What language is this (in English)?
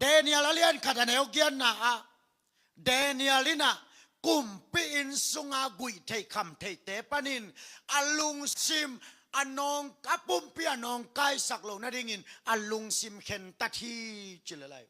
Tedim Chin